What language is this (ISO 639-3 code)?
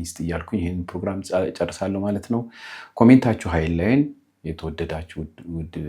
amh